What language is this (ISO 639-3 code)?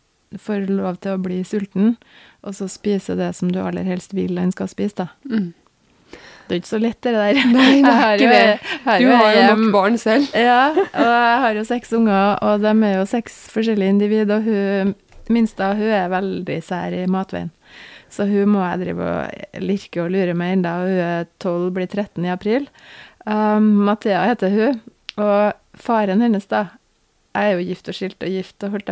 nor